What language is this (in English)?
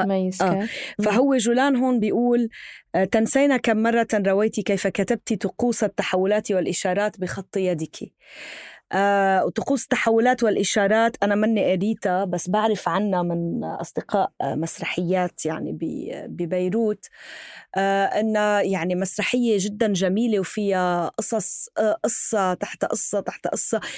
North Levantine Arabic